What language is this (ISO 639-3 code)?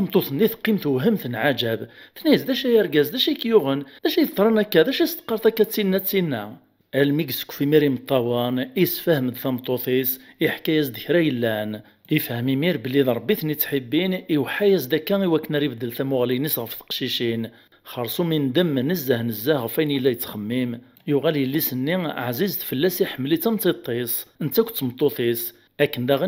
kab